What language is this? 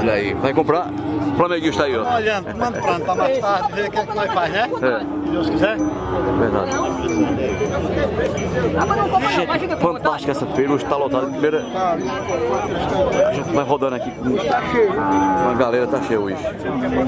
Portuguese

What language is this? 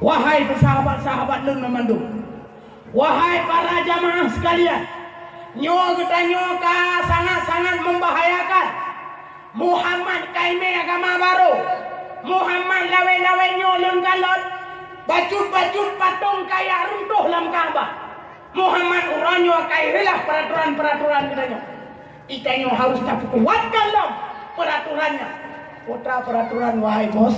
Achinese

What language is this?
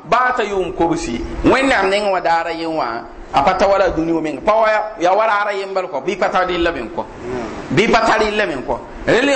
Mossi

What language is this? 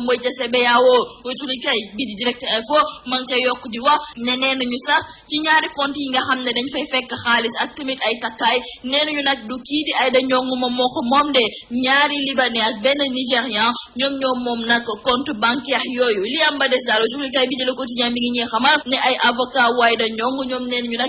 Wolof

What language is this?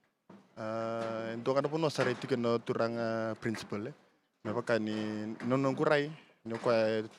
Fijian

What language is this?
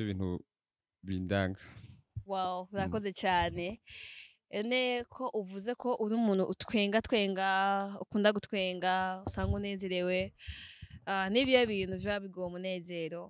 Rundi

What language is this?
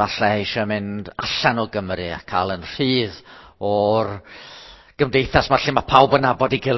Welsh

